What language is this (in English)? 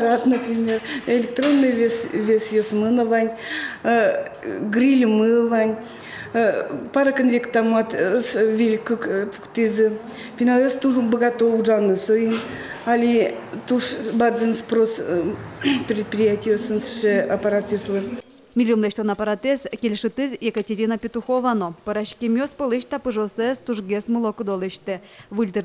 Udmurt